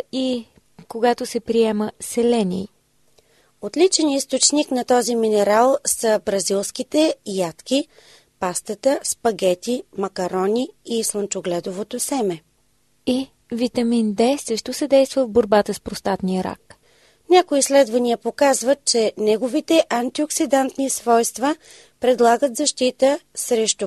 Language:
Bulgarian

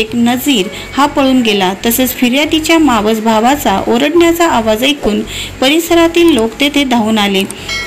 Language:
Marathi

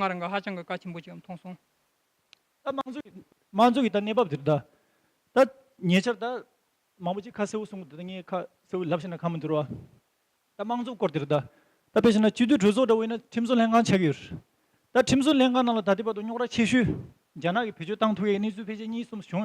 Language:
Tibetan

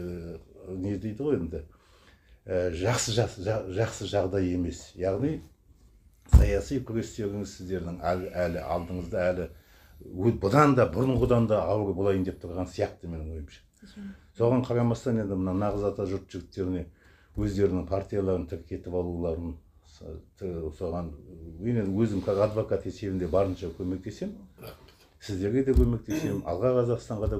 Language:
Kazakh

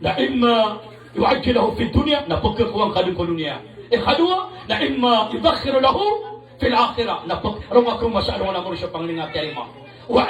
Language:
Maranao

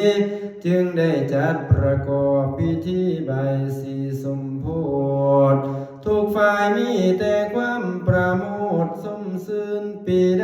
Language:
Lao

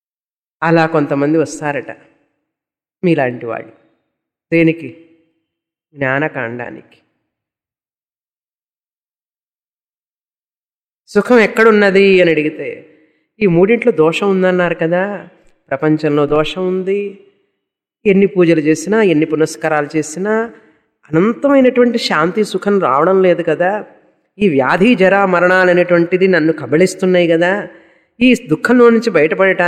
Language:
Telugu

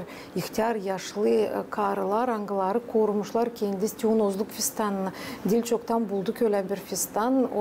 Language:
Gagauz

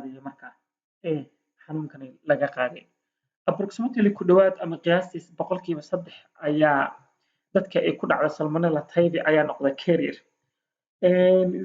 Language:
Somali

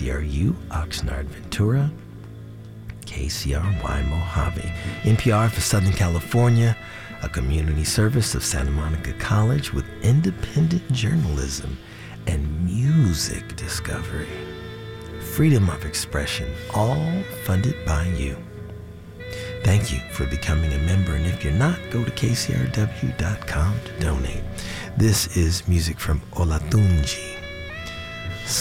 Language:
English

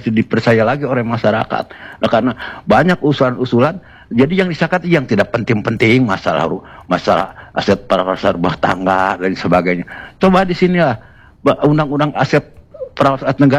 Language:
Indonesian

